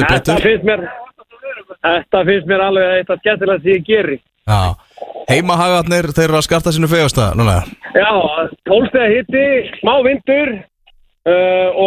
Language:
Icelandic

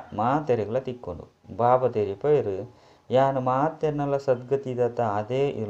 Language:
Tulu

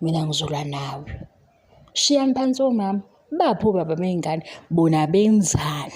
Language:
Zulu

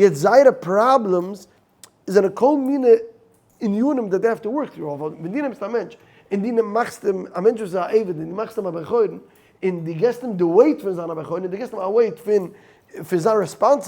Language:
Yiddish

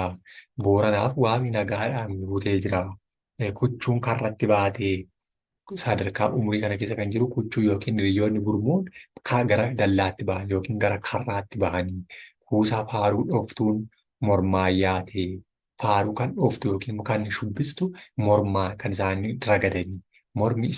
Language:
Oromo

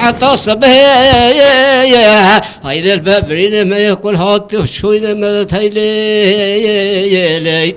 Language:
Kurdish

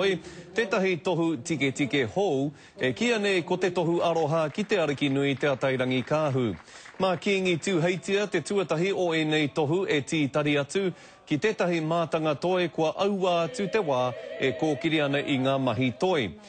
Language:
Māori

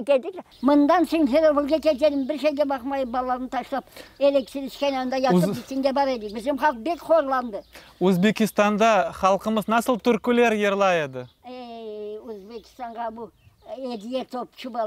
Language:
Crimean Tatar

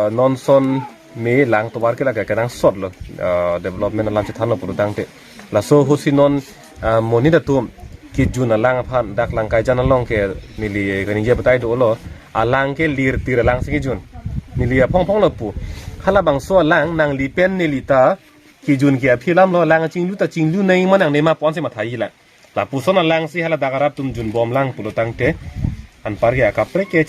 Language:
Karbi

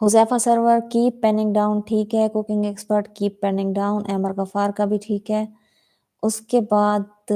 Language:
Saraiki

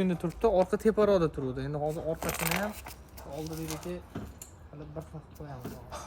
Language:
Uzbek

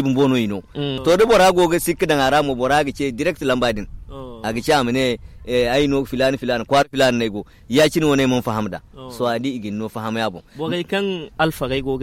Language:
Zarma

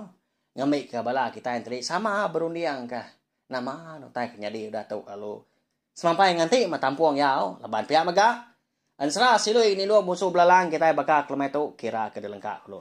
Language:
Iban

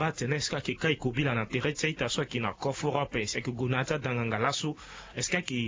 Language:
Sango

